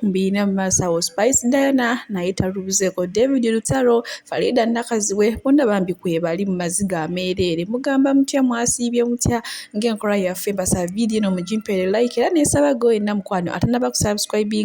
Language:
Ganda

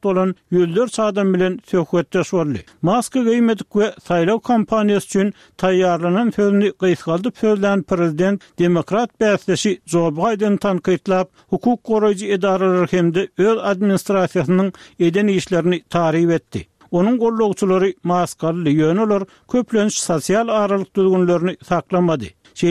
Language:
Turkmen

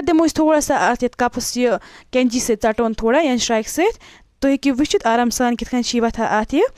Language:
Kashmiri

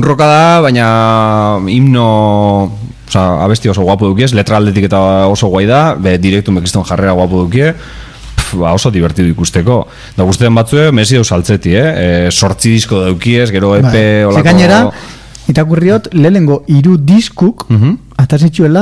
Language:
Basque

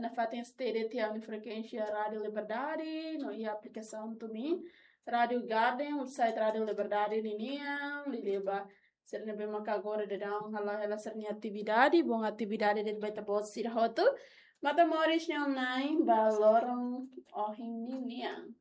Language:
Tetum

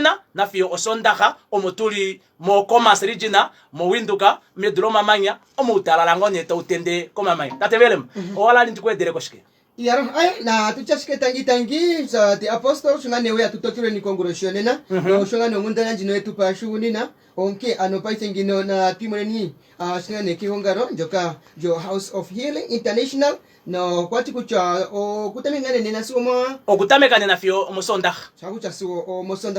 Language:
Kuanyama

